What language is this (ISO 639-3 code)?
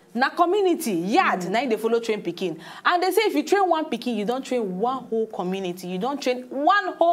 pcm